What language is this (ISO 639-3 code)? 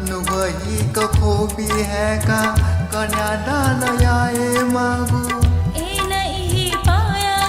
new